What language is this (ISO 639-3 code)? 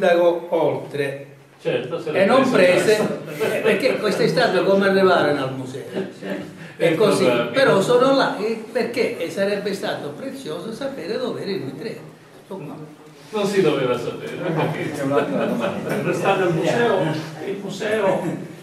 ita